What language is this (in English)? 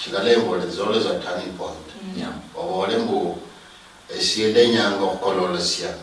Luyia